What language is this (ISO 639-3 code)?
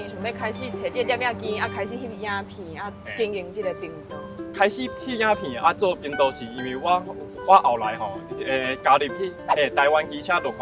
nan